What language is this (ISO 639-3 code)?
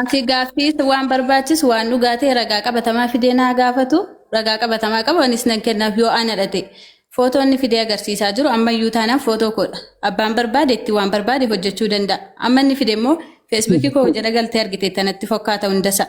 orm